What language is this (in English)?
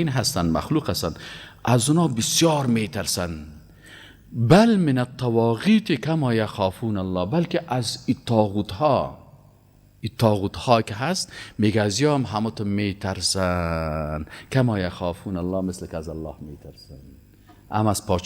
Persian